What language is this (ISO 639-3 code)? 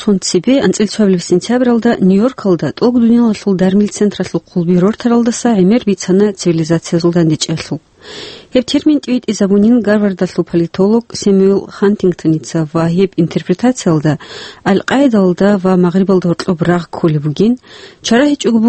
ava